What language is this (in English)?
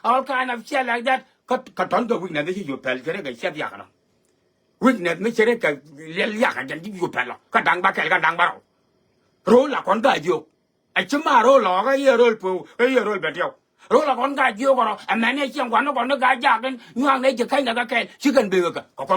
Nuer